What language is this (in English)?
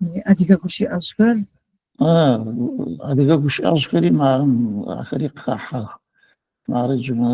Adyghe